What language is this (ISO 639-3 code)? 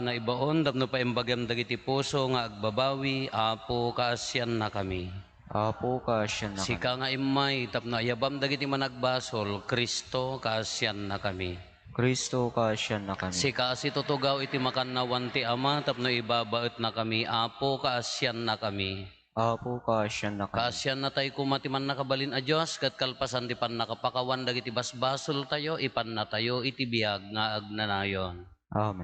ilo